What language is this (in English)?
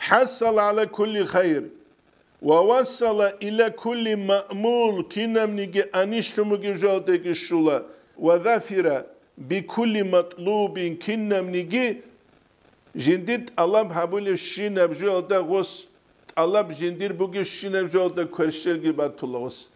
Avaric